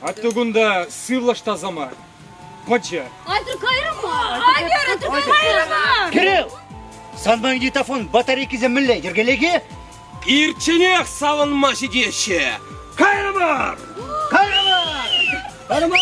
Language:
Chuvash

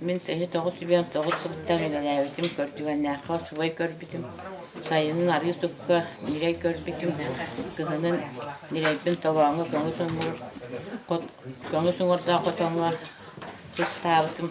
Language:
Yakut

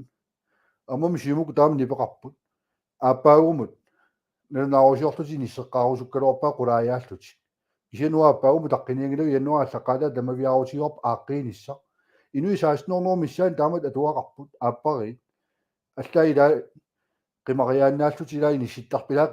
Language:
Kalaallisut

